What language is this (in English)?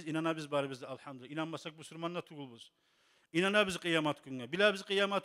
Kumyk